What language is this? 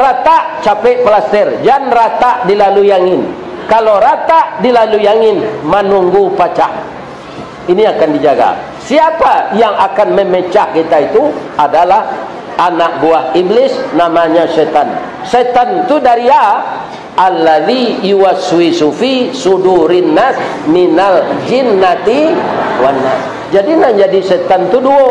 Minangkabau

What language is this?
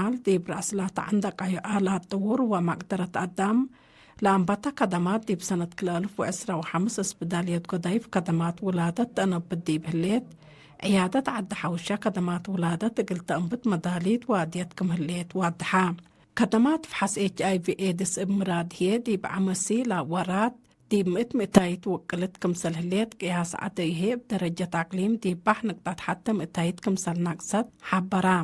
Tigre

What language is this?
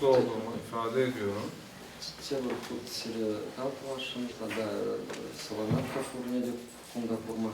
Chuvash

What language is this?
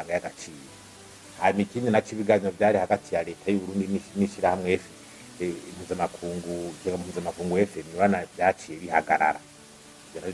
Rundi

